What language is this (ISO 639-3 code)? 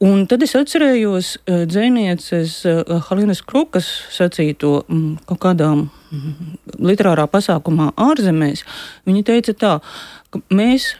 lav